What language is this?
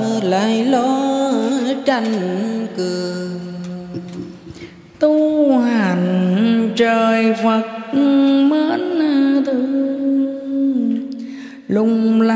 Vietnamese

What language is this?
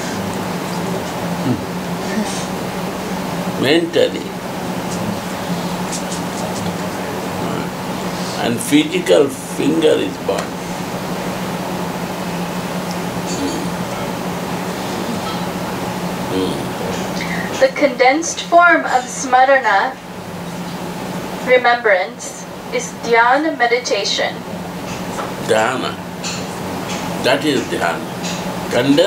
English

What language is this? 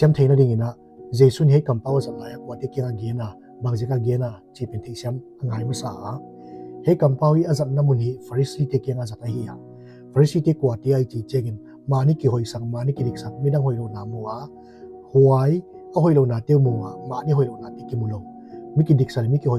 Paite Chin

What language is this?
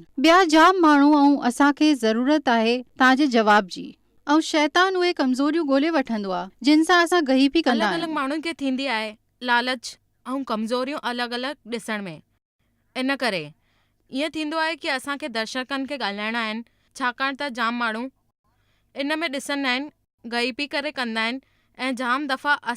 Sindhi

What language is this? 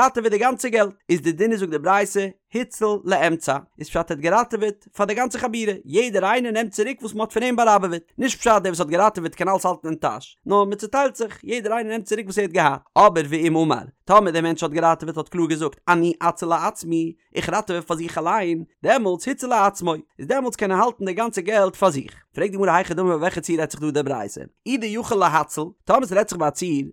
Yiddish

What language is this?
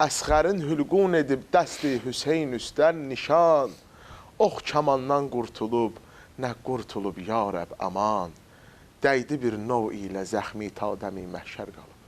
Azerbaijani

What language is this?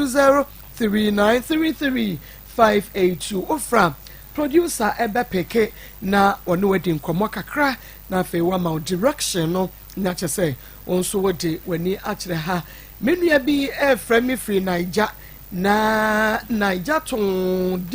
Akan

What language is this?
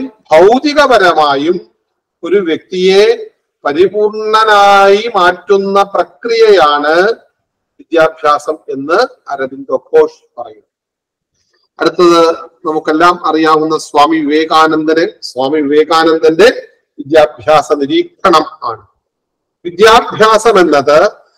Malayalam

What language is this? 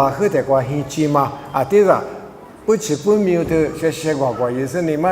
Lisu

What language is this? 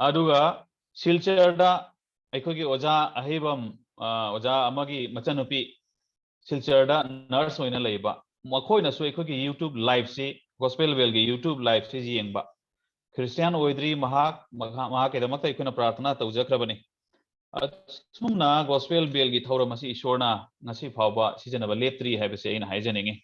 Manipuri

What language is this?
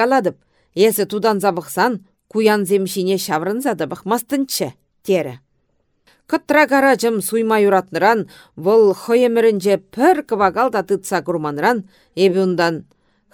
Chuvash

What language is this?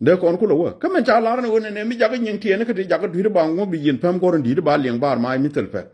Nuer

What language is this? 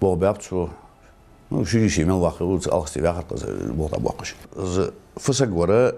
Ingush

